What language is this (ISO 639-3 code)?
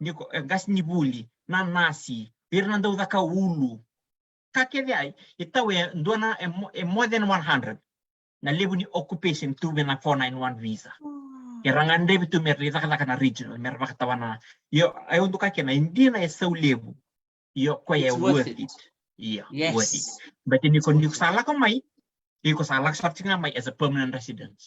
fij